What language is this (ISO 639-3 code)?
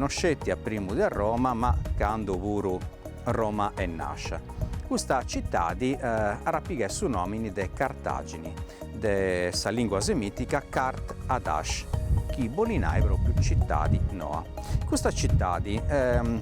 srd